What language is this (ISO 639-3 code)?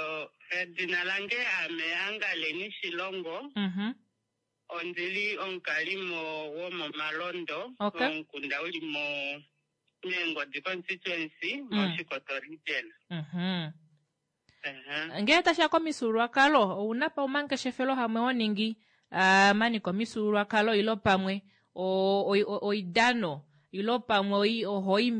kua